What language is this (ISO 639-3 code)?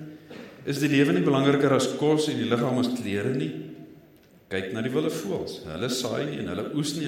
afr